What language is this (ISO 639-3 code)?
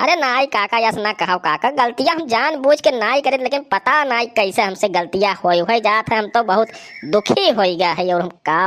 awa